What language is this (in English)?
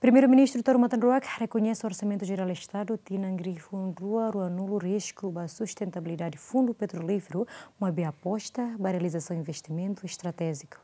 Tetum